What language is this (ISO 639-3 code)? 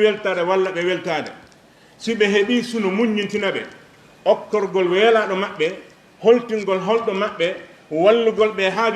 ful